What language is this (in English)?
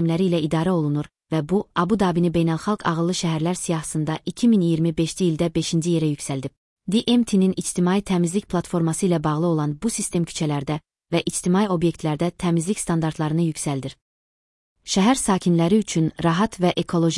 Azerbaijani